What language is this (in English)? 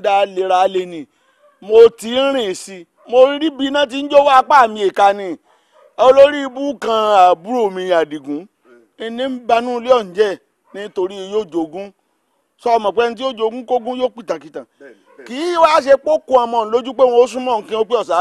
Yoruba